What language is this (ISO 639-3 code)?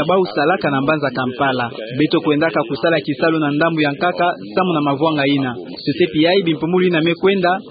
ktu